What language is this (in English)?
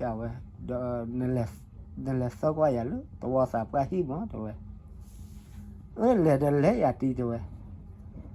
S'gaw Karen